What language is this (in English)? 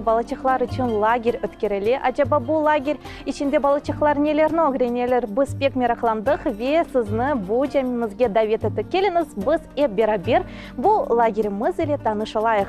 Crimean Tatar